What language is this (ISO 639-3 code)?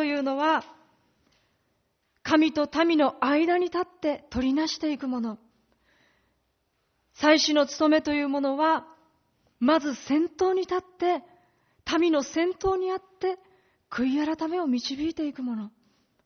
jpn